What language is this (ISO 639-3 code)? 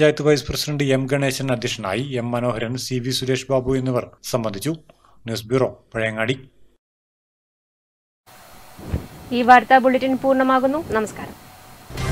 mal